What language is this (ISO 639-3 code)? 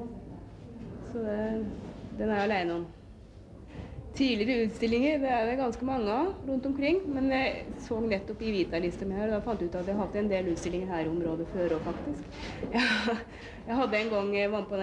nor